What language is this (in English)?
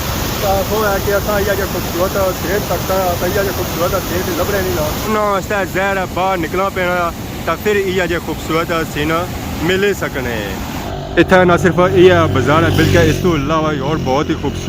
Pahari-Potwari